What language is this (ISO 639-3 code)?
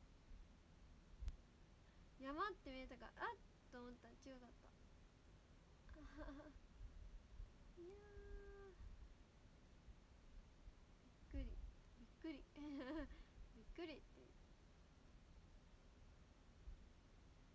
jpn